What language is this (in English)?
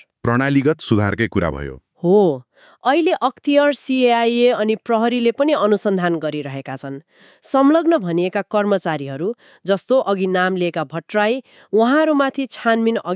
Nepali